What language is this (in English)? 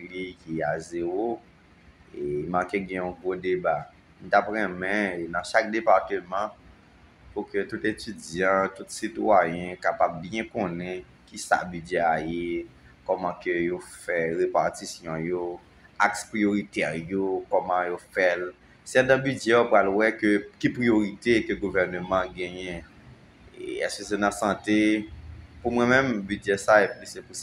Haitian Creole